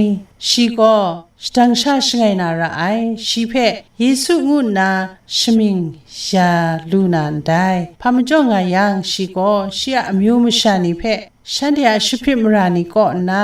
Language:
Kachin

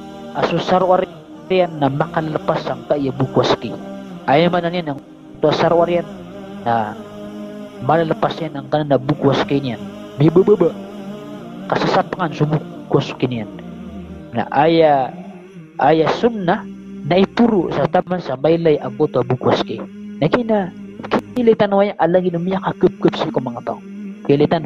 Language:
Maranao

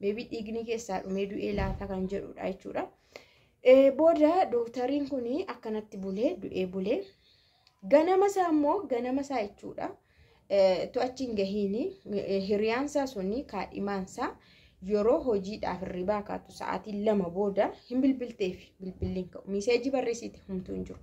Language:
Oromo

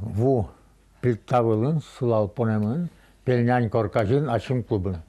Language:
Udmurt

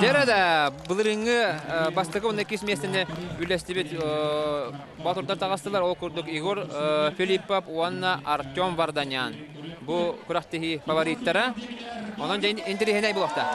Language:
Yakut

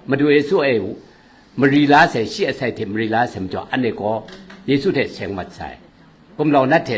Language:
Kachin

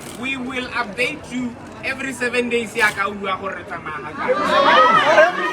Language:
Tswana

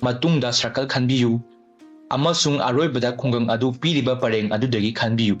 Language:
Manipuri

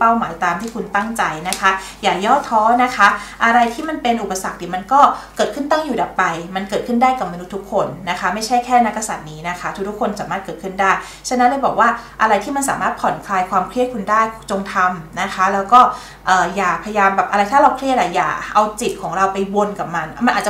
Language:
Thai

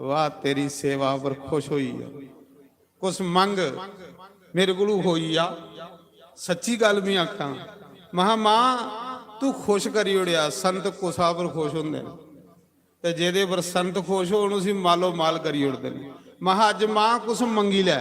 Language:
Dogri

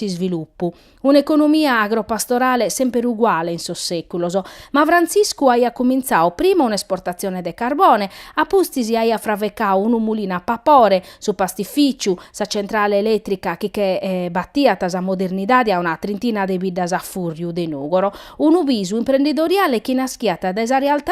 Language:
Sardinian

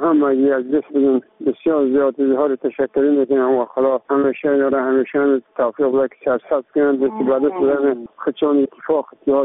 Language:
Persian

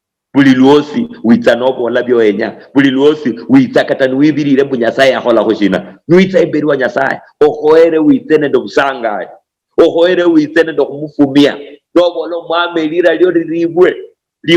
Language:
Luyia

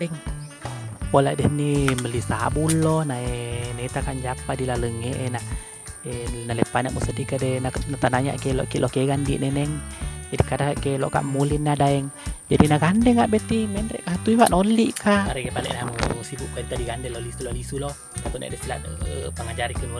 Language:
Buginese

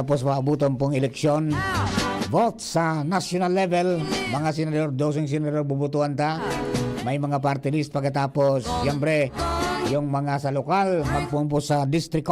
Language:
Bikol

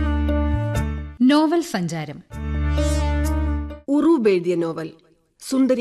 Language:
Malayalam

